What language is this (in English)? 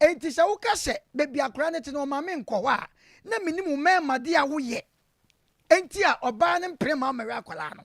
Akan